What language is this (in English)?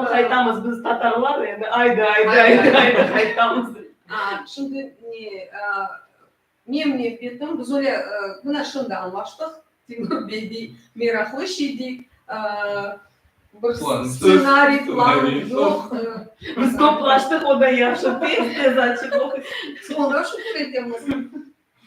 Crimean Tatar